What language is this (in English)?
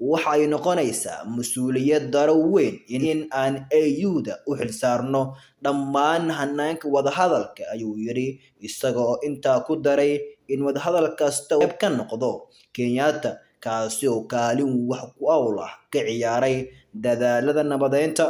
Somali